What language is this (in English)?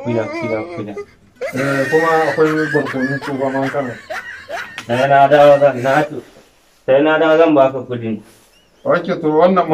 Hausa